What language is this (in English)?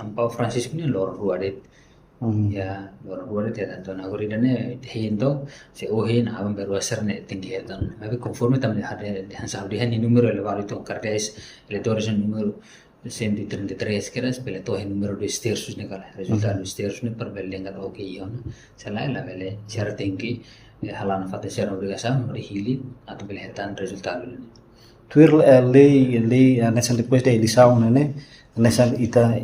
Tetum